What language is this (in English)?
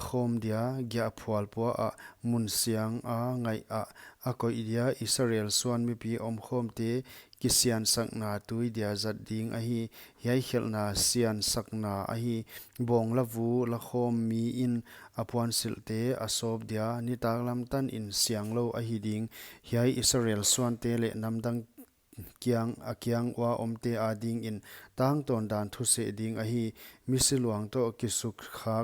Paite Chin